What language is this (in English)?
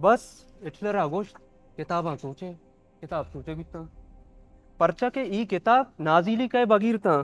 Baluchi